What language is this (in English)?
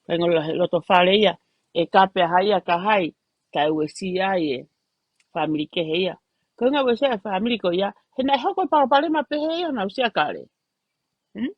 Tongan